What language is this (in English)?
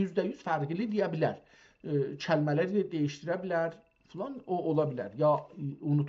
South Azerbaijani